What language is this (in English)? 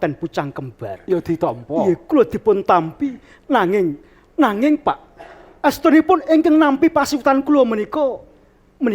Javanese